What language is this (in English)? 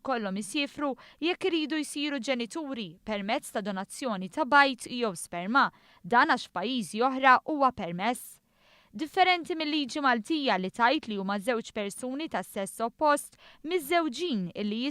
Maltese